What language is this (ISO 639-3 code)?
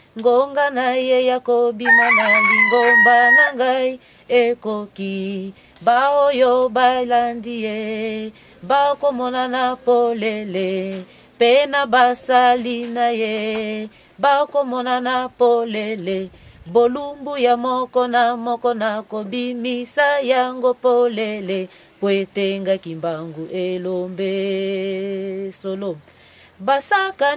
lin